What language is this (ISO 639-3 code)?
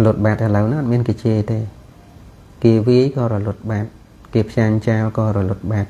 khm